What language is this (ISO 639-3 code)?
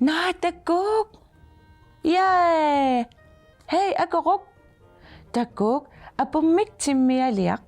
kal